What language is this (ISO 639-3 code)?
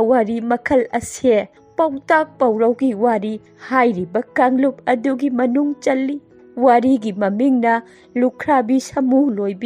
mni